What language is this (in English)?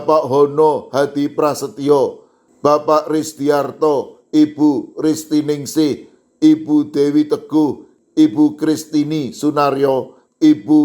Javanese